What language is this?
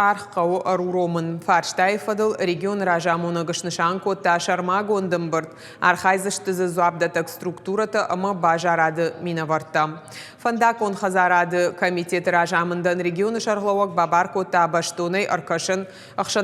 Ossetic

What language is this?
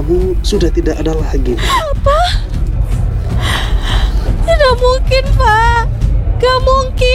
Indonesian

